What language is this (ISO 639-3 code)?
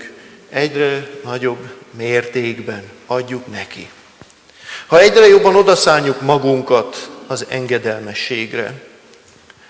hun